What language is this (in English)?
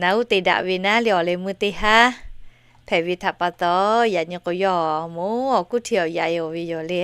Lahu